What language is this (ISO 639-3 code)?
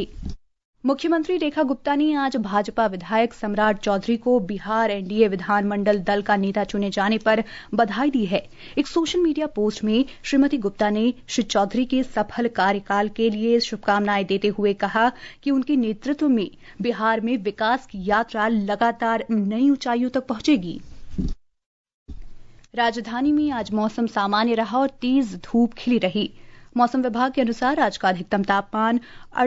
hin